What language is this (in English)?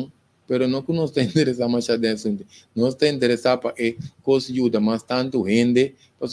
Papiamento